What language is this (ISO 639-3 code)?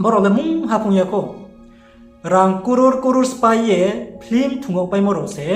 ria